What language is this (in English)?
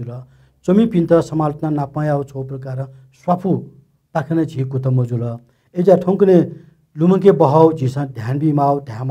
Newari